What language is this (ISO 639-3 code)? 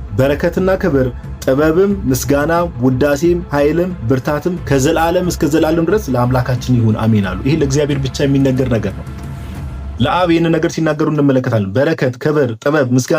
amh